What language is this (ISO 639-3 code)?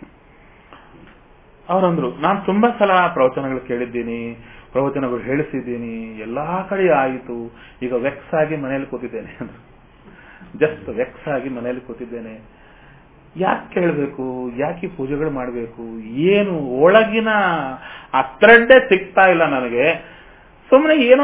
kan